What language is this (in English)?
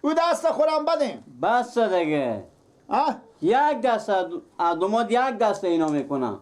Persian